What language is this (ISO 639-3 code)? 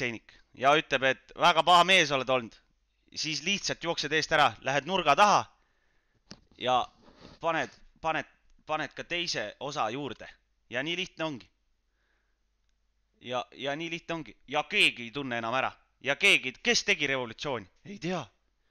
est